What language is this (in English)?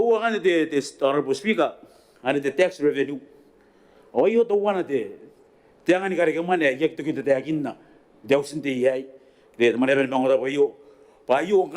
Gilbertese